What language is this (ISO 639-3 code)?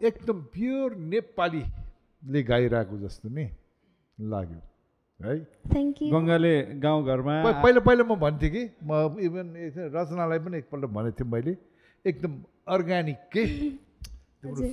nep